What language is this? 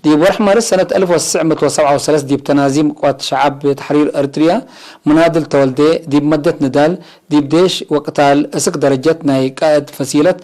Tigre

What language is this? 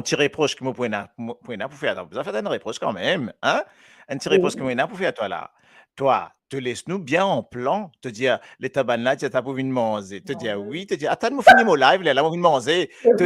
Morisyen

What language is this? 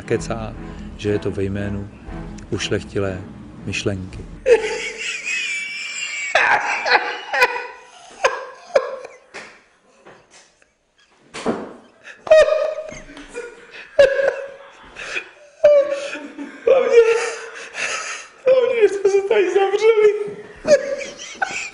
Czech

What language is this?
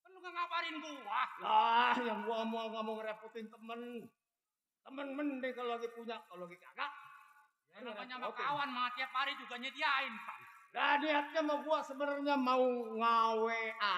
Betawi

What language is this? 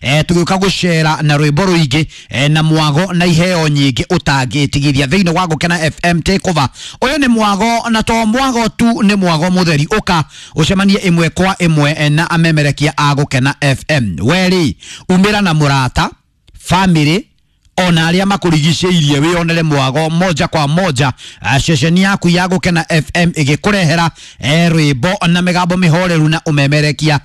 Kikuyu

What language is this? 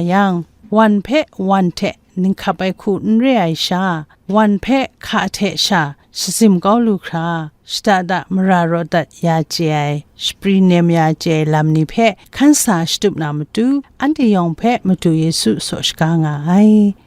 Kachin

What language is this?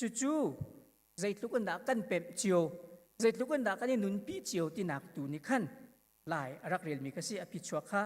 Hakha Chin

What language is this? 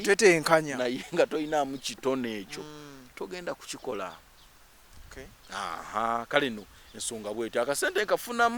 Ganda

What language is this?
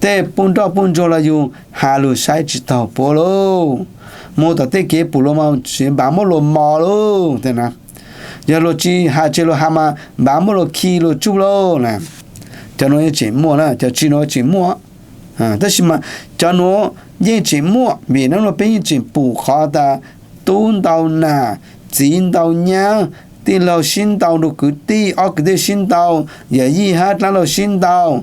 Hmong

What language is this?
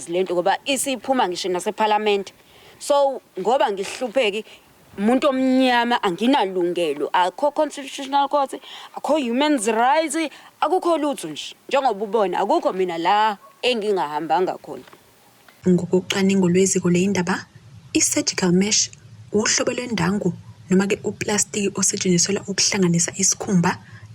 Zulu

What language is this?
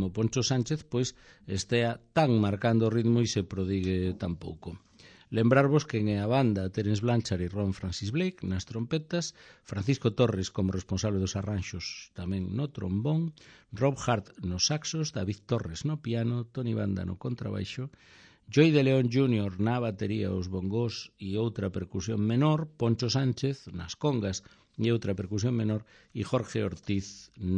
Galician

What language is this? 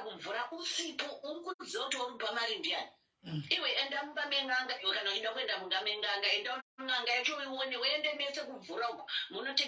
Shona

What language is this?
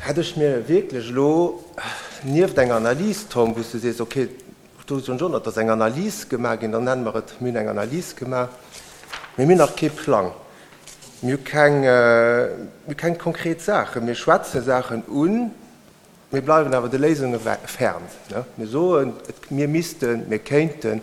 Luxembourgish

